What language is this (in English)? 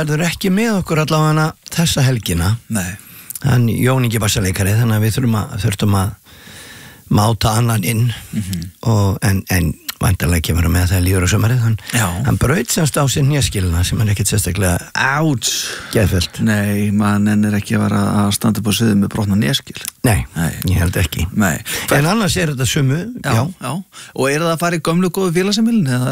Icelandic